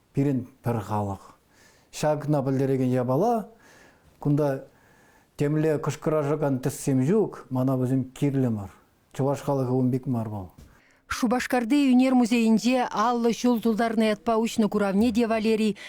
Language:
Chuvash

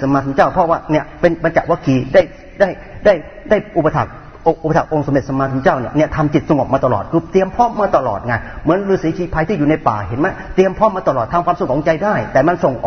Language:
Thai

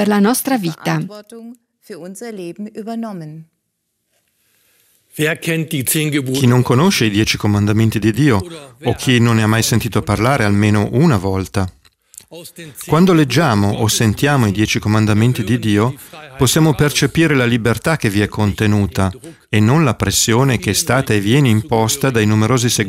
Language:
Italian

